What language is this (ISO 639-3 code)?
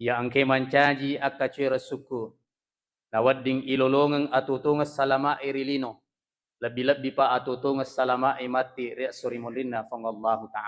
bug